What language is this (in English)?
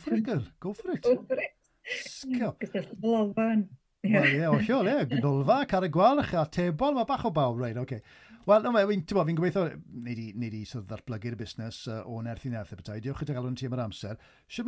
Welsh